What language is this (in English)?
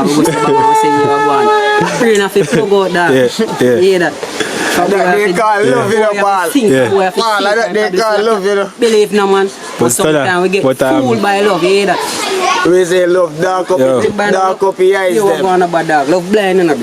Jamaican Creole English